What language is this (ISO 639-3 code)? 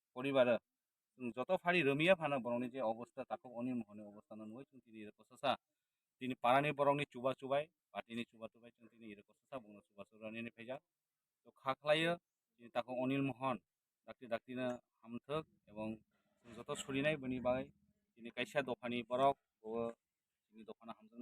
trp